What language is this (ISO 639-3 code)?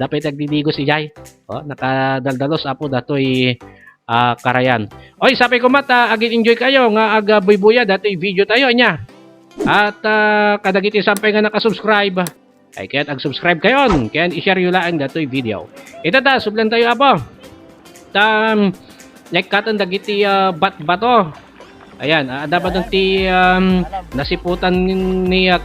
ilo